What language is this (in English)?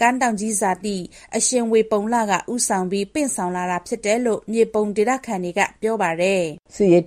Burmese